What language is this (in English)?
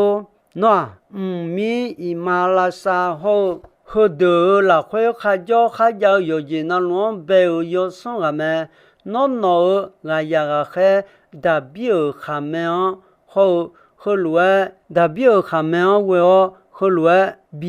Akha